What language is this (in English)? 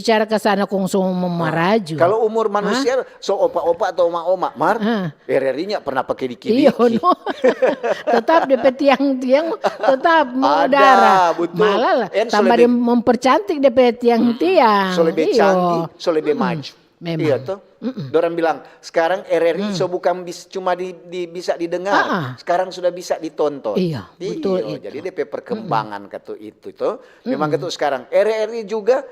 Manado Malay